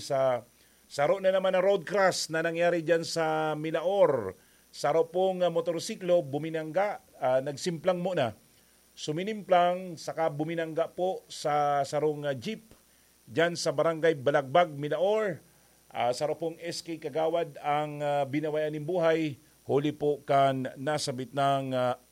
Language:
Bikol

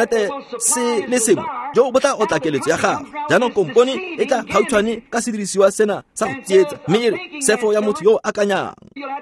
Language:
Tswana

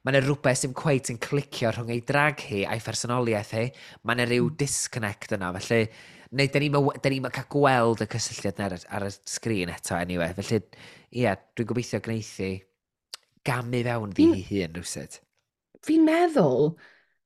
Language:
Welsh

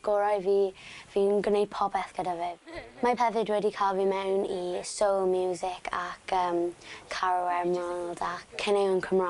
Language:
Welsh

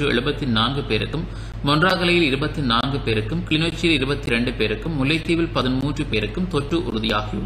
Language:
Tamil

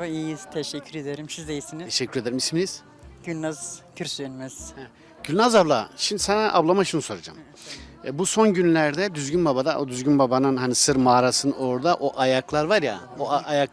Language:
Zaza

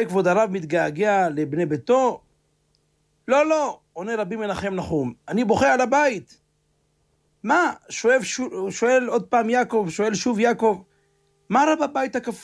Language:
Hebrew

